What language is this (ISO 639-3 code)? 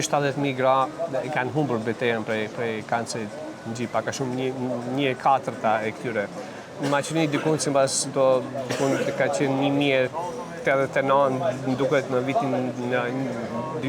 sqi